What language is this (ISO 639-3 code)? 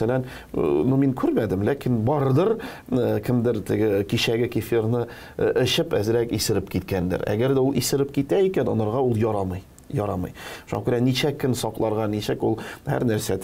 tat